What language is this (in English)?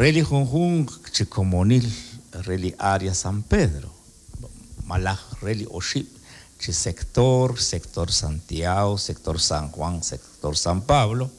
Kekchí